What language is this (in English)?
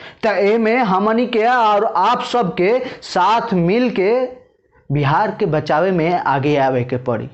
Bhojpuri